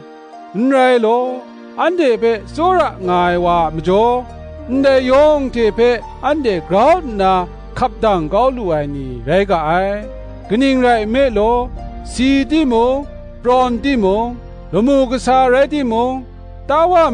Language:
Kachin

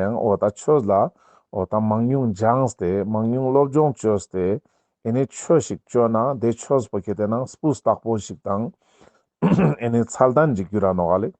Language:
Ladakhi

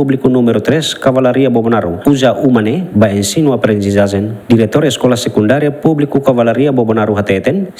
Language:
Tetum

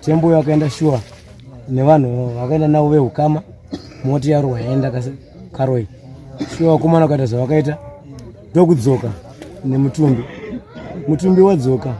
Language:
Shona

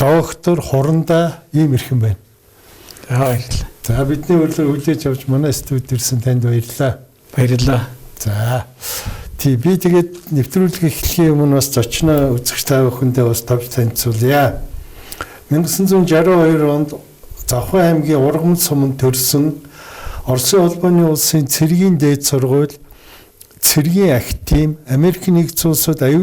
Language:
Mongolian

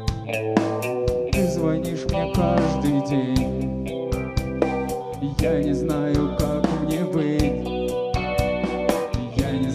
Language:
Russian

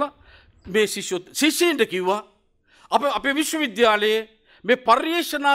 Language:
Sinhala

